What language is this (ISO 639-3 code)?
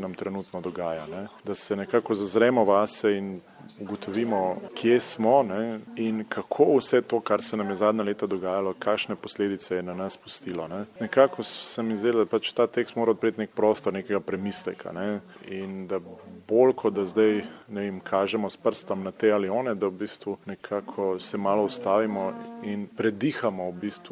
slv